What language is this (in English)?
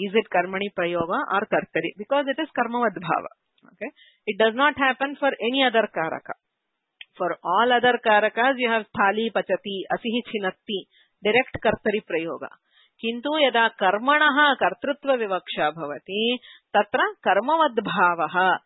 Sanskrit